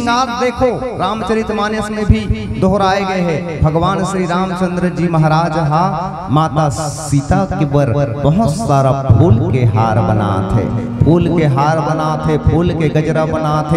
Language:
Chhattisgarhi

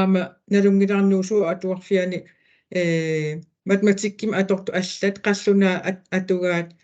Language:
Kalaallisut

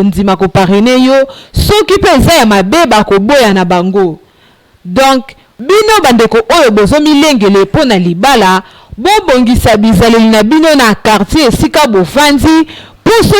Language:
Lingala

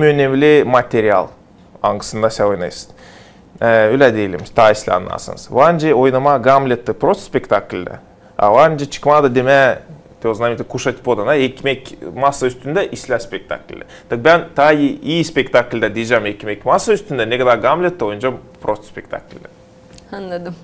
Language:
Gagauz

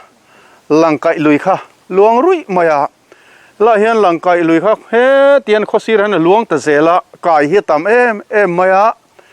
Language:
Mizo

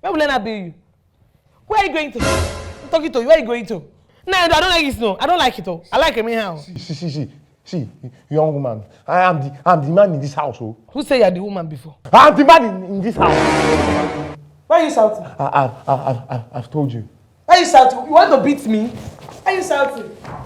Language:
Nigerian Pidgin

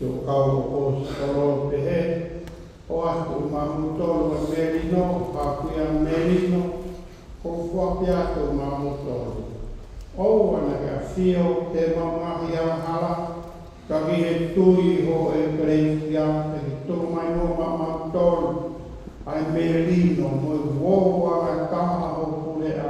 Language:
Tongan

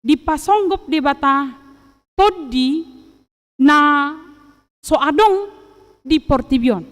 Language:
Batak Toba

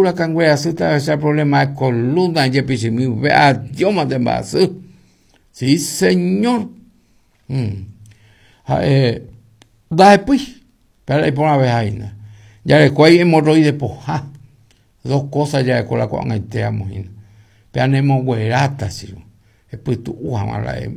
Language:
Guarani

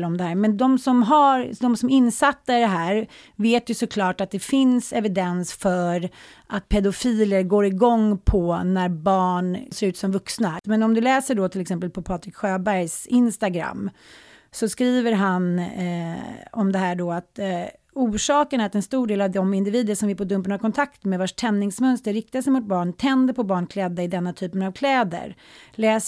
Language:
Swedish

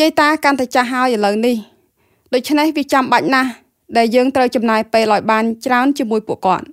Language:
Khmer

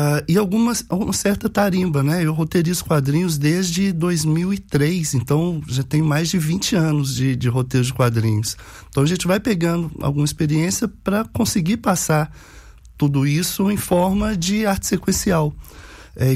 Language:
Portuguese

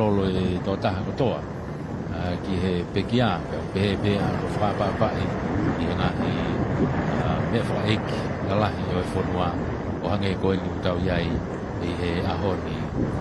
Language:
Tongan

